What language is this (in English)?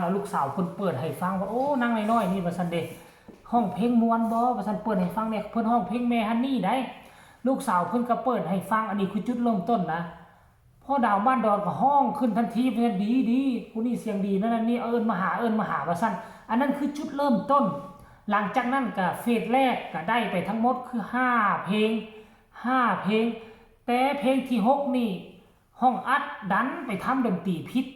Northeastern Thai